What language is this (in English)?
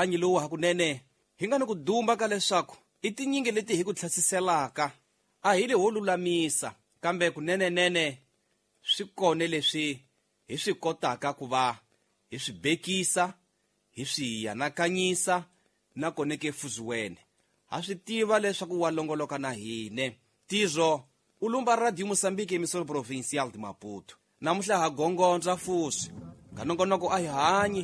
Tsonga